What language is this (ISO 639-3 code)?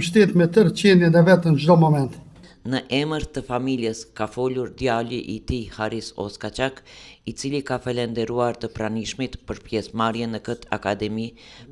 sqi